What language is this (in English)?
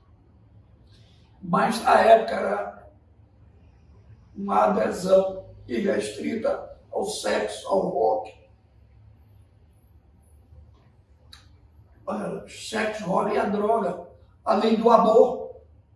Portuguese